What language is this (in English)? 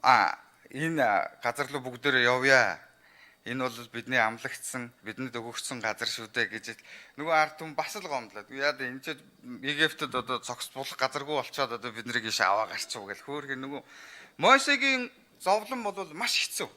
Mongolian